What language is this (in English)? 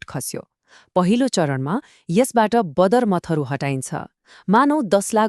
Nepali